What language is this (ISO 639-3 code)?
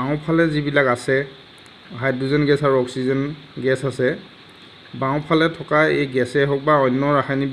asm